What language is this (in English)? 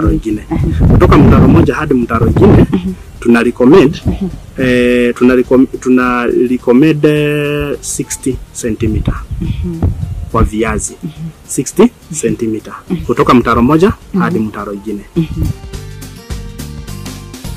Swahili